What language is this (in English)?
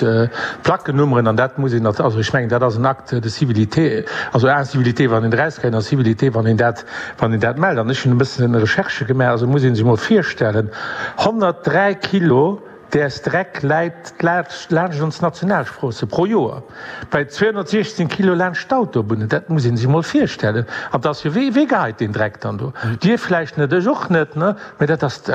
Luxembourgish